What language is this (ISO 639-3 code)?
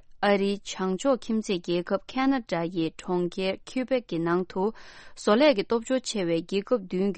bod